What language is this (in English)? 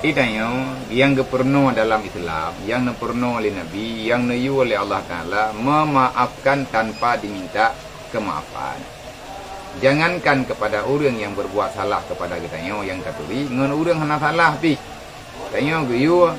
Achinese